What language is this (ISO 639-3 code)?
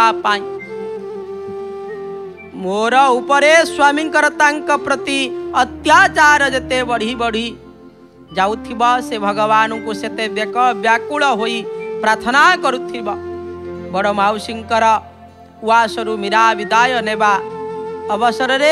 ori